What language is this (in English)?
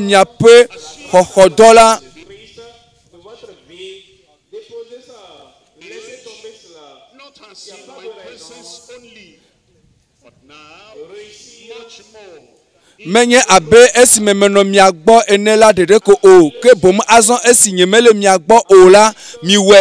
Ewe